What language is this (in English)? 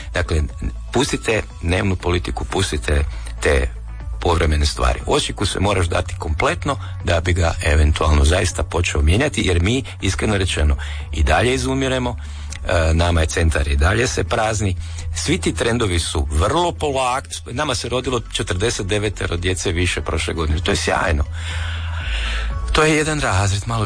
Croatian